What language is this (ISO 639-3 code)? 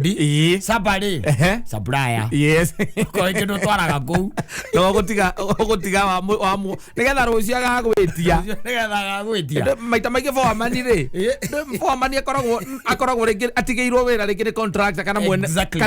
kik